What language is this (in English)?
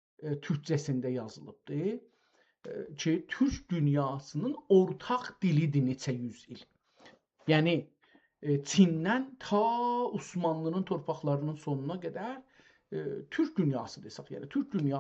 South Azerbaijani